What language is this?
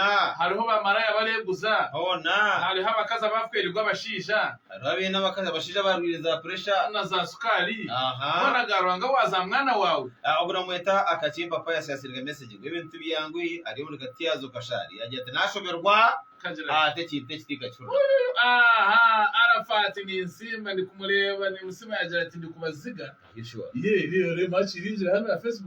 Nyankole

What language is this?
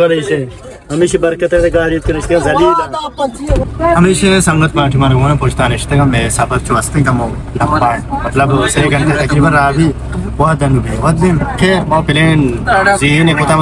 Baluchi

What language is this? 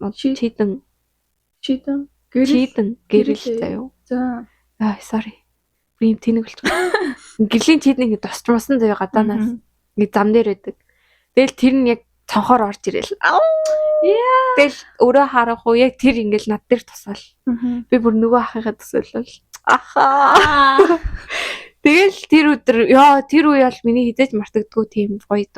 Mongolian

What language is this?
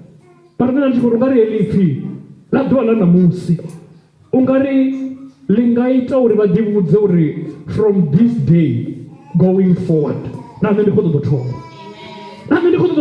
Venda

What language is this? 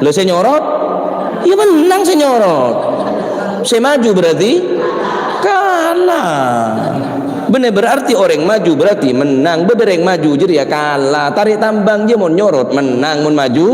Madurese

